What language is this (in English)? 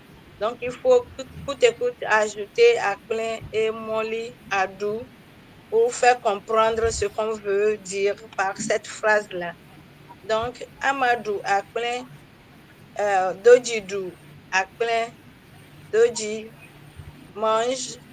Ewe